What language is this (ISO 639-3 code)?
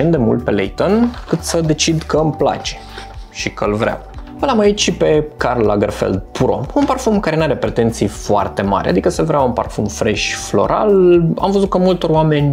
ron